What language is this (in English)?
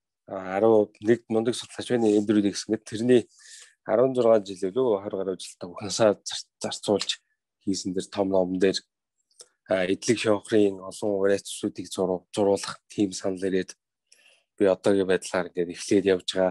Mongolian